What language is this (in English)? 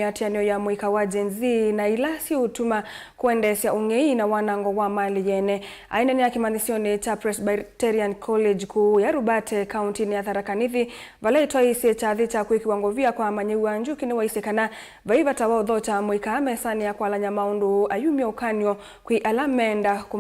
Kamba